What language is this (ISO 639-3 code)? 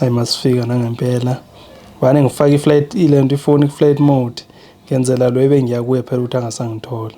zul